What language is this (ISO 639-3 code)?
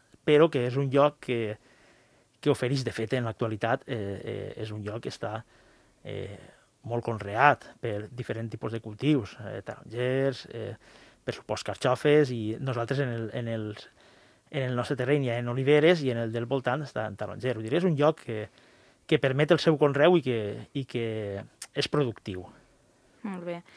cat